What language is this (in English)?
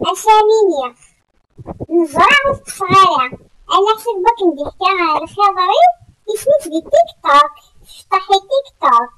Kabyle